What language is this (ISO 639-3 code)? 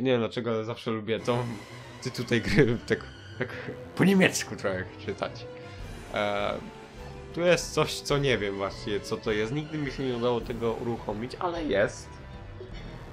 pol